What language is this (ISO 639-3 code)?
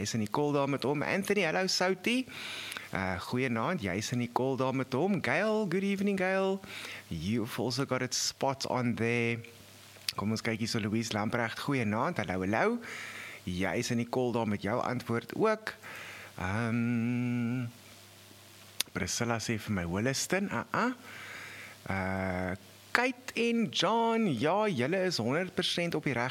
afr